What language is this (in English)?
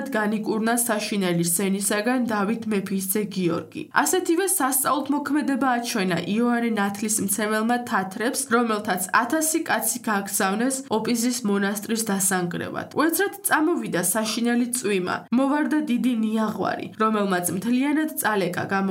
Georgian